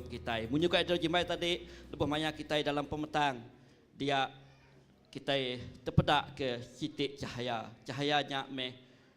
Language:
Iban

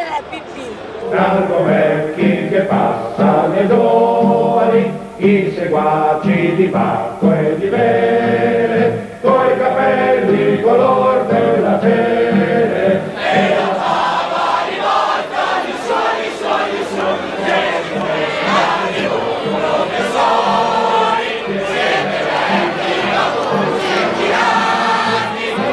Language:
Italian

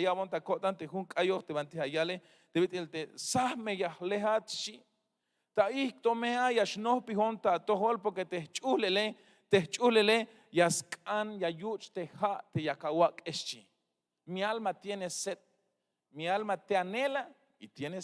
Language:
Tzeltal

